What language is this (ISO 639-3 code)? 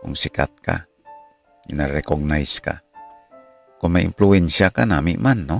hil